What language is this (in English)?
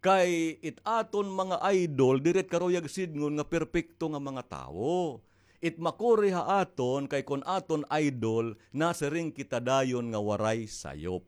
Waray